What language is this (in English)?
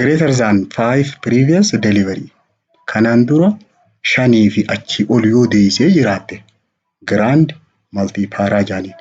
Oromo